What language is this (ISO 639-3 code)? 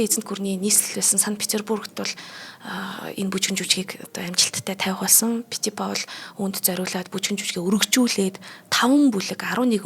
mon